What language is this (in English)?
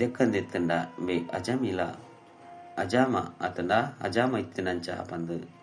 Tulu